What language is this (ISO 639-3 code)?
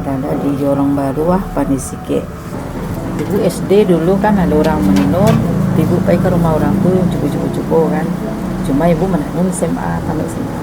min